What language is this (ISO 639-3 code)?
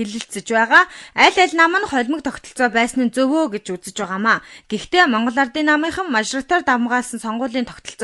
mon